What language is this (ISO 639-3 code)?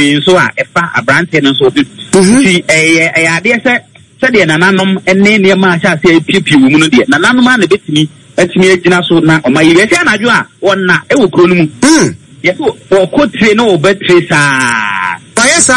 aka